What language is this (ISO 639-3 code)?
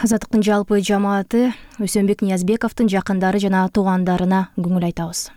kir